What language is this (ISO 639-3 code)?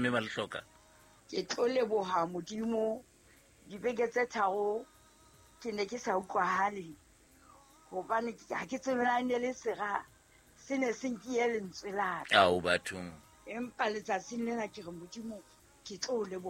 sot